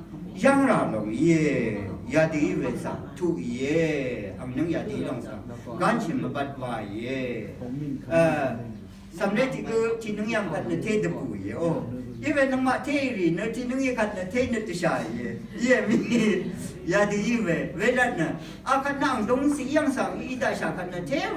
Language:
Rawang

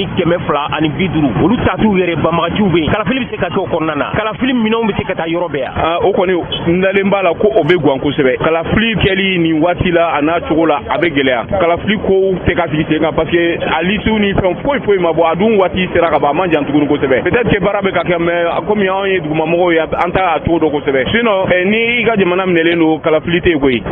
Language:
Bambara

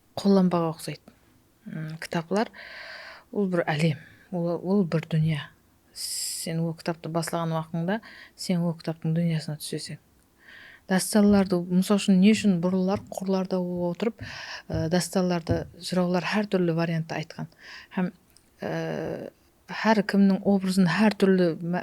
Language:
Kara-Kalpak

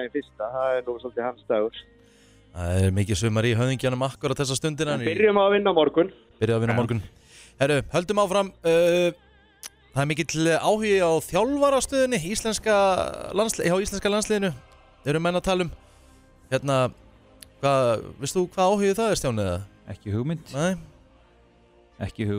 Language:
Icelandic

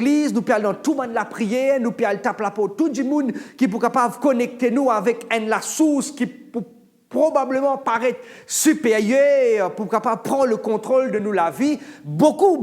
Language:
Morisyen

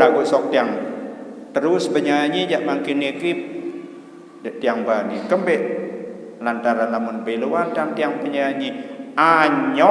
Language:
Sasak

